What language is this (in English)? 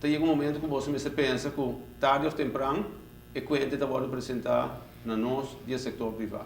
Papiamento